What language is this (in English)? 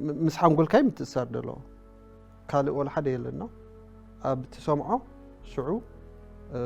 Tigrinya